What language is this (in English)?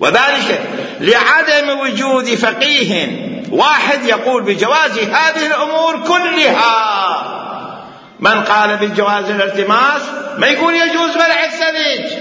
Mesopotamian Arabic